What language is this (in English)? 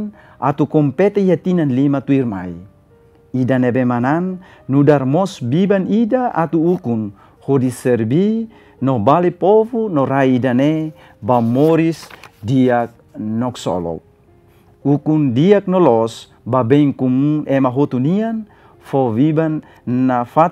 Tetum